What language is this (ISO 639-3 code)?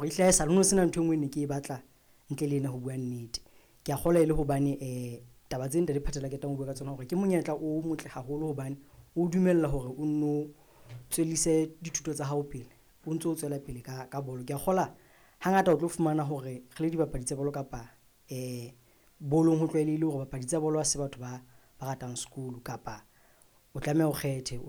sot